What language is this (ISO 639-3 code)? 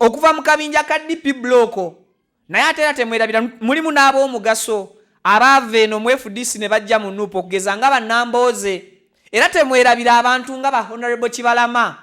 lug